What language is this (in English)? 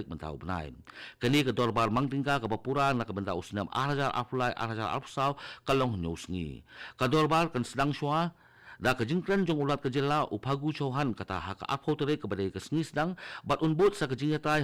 Khasi